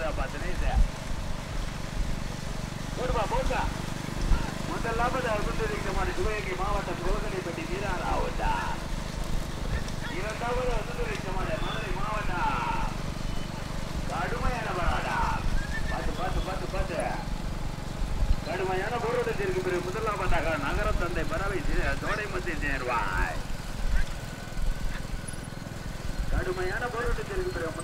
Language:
Tamil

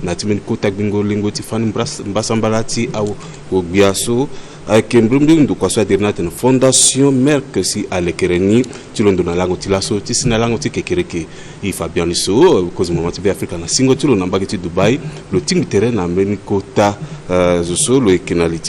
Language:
Sango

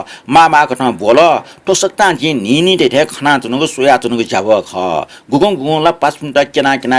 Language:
Newari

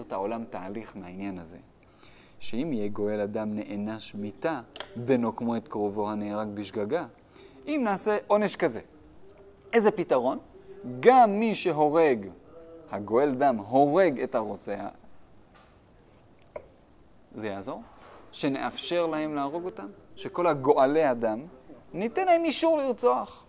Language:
Hebrew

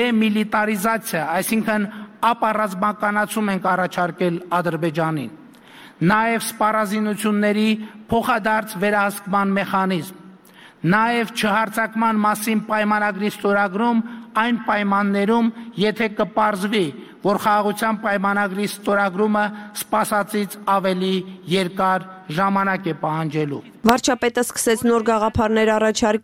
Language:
Armenian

